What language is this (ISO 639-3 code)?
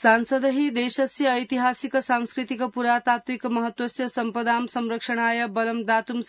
san